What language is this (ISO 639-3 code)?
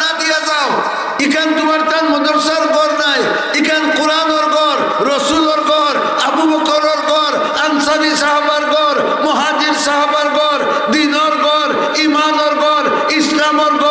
syl